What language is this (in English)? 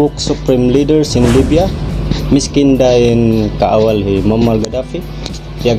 Tausug